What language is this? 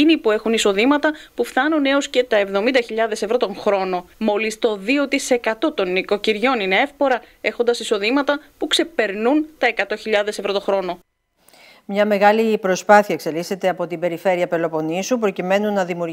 Greek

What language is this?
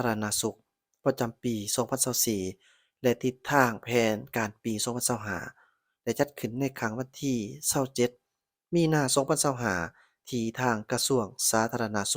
Lao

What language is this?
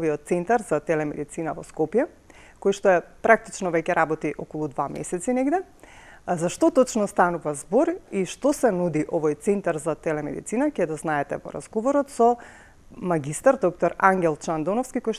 Macedonian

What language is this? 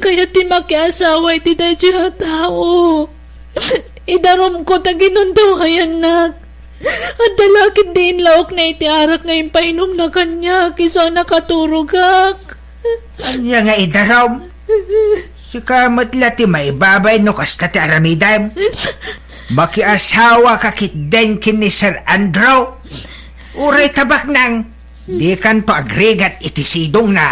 Iloko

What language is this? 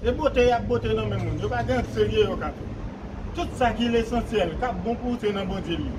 Haitian Creole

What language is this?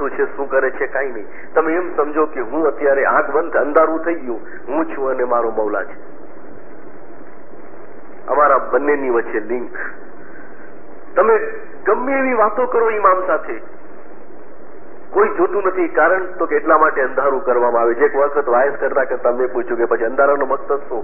Gujarati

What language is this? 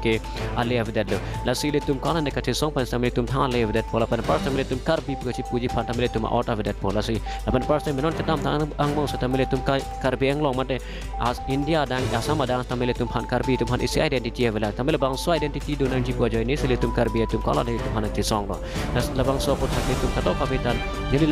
Karbi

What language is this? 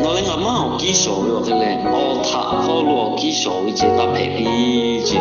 Lahu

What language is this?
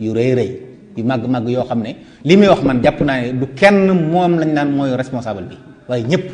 Wolof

